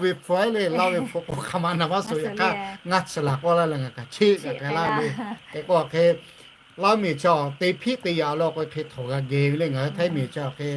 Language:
Lahu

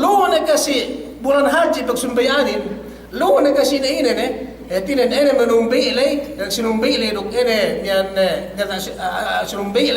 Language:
Yakan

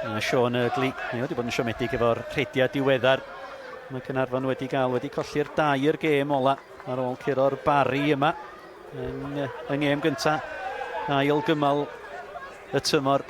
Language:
Welsh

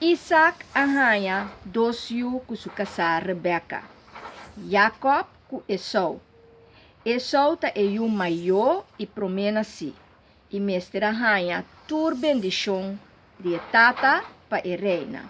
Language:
Papiamento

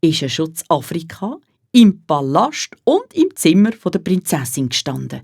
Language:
Swiss German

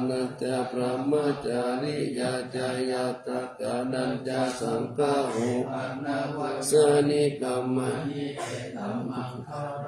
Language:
Pali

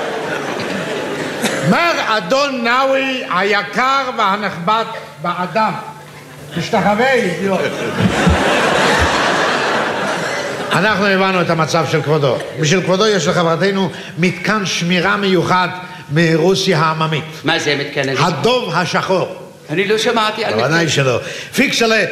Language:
Hebrew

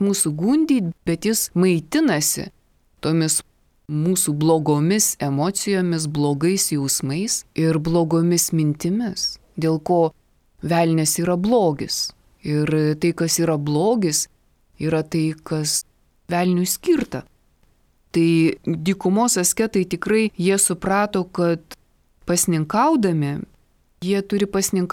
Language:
Lithuanian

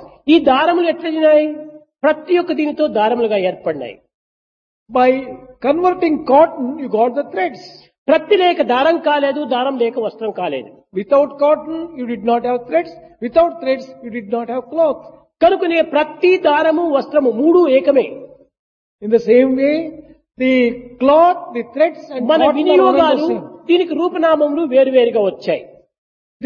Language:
Telugu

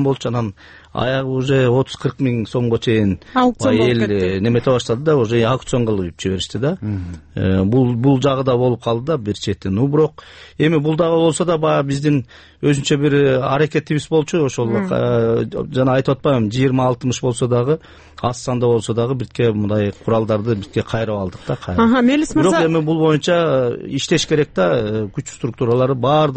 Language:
Kyrgyz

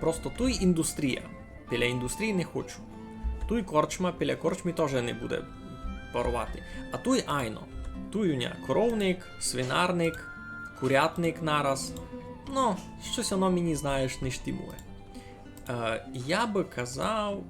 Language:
Rusyn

